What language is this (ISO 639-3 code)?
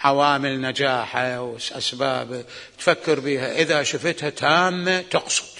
acm